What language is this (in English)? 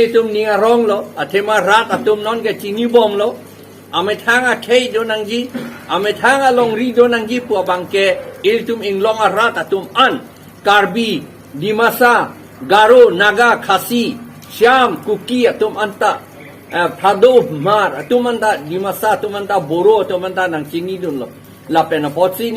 Karbi